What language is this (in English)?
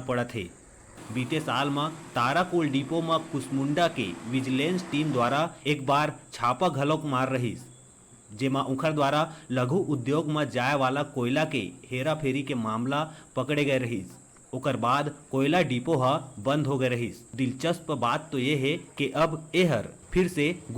Chhattisgarhi